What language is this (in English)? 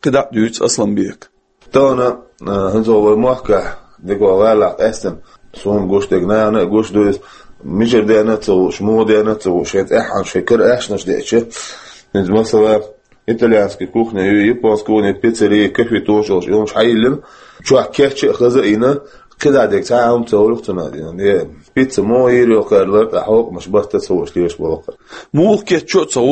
Chechen